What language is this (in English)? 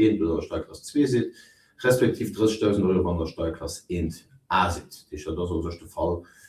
Luxembourgish